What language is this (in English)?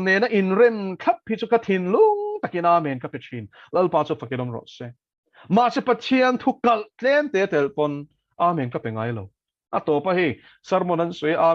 Mizo